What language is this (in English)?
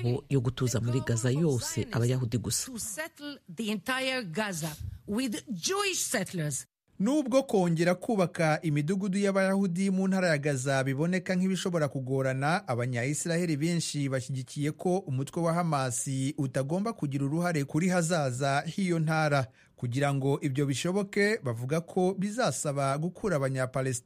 Kinyarwanda